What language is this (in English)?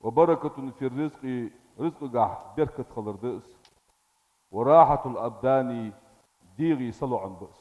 Ingush